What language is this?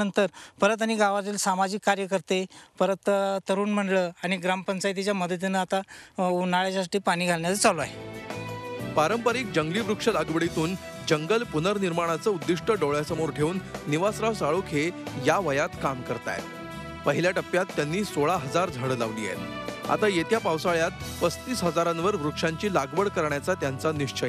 Marathi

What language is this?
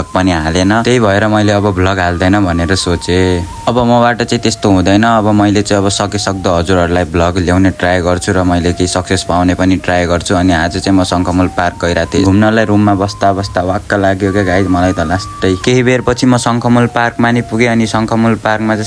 Nepali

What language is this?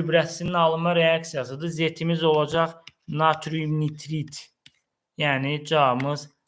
Azerbaijani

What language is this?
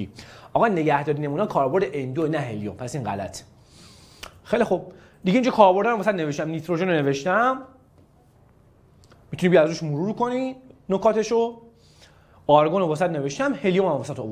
Persian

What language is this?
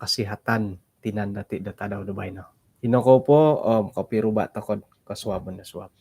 Central Dusun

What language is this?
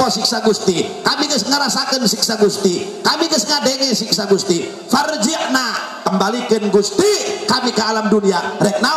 Sundanese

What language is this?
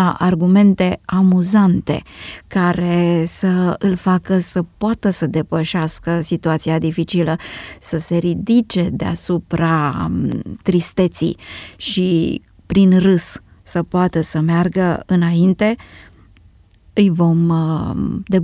Romanian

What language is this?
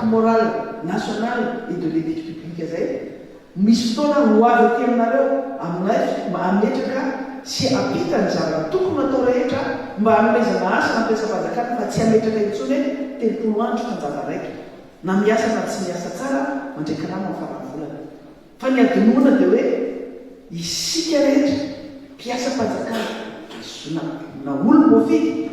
Malagasy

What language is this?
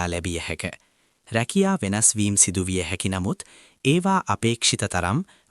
Sinhala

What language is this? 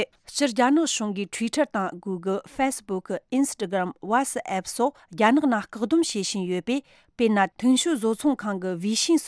Tibetan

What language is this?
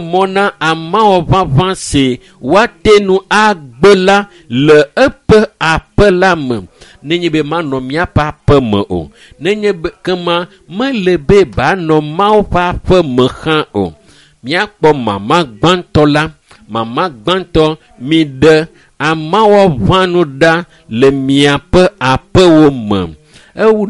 Ewe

